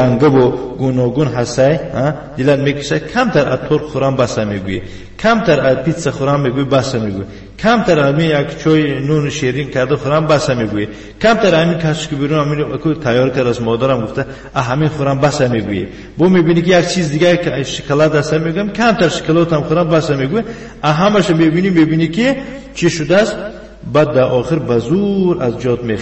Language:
Tajik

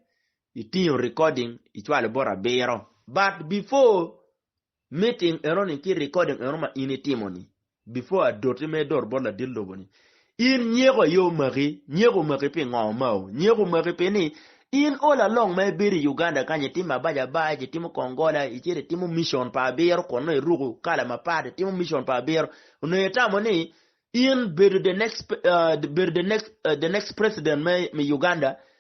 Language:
Acoli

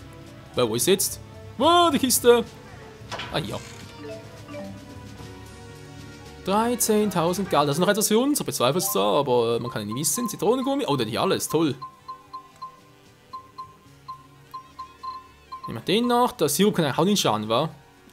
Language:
German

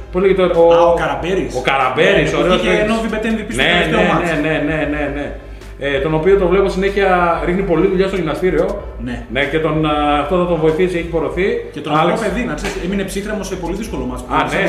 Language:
Greek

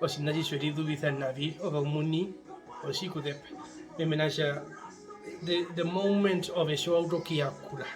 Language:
Herero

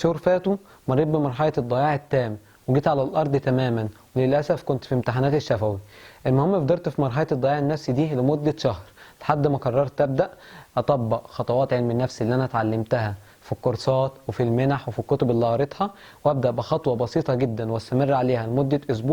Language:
Egyptian Arabic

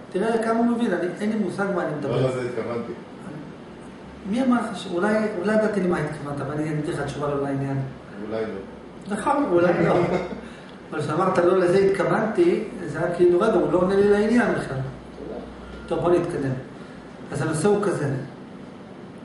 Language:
Hebrew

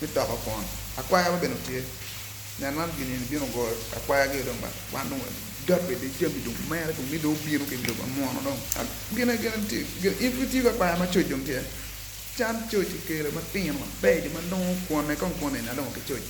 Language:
Acoli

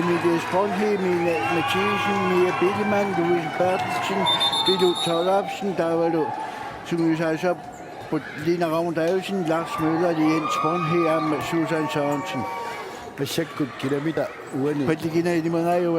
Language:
Kalaallisut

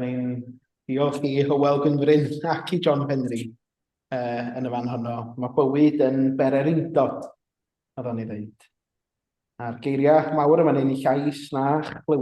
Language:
Welsh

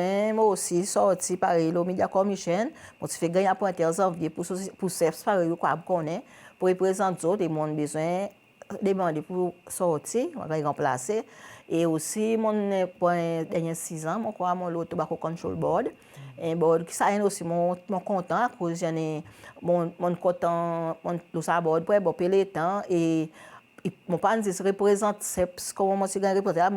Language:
Seselwa Creole French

